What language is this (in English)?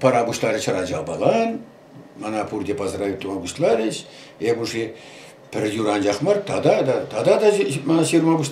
Chuvash